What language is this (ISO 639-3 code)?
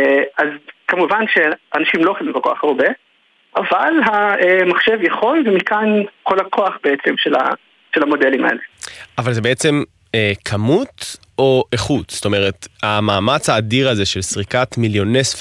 heb